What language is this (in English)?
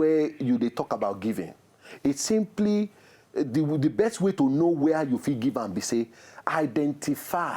Nigerian Pidgin